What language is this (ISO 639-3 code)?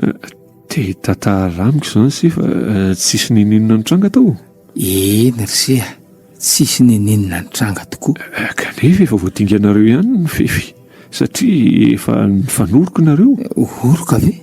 mlg